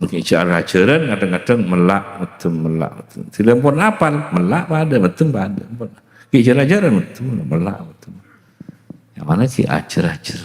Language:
Madurese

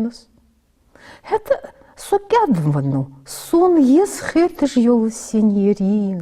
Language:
Ingush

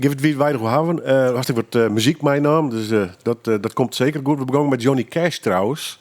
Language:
Western Frisian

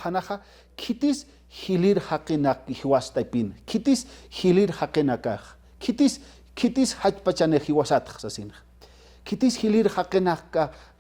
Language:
Aymara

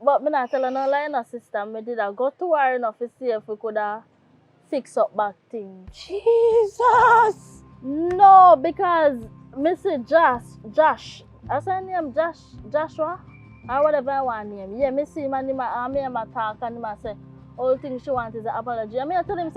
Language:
Jamaican Creole English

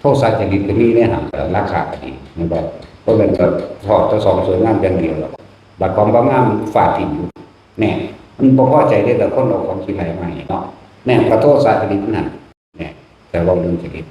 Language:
Northeastern Thai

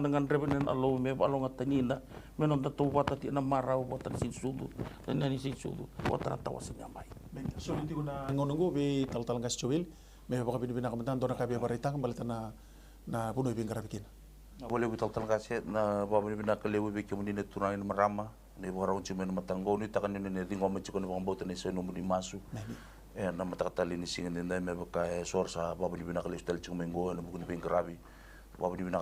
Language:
Fijian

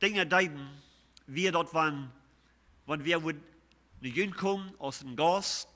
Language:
Plautdietsch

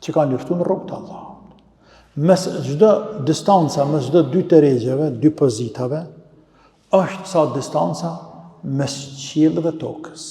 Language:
Albanian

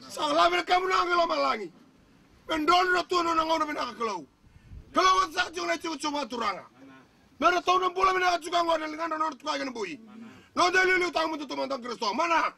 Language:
Fijian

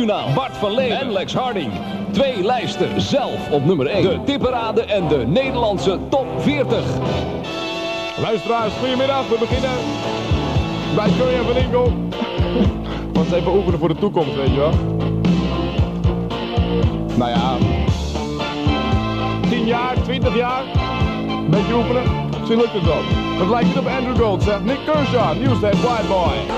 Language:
Dutch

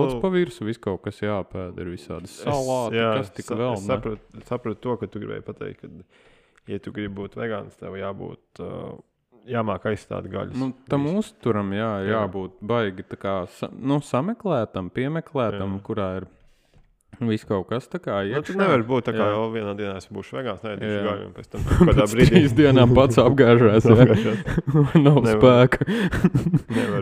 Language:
Latvian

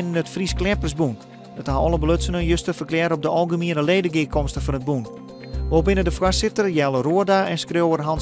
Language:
Western Frisian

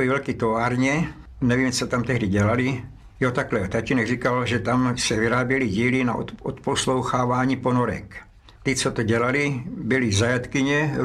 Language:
Czech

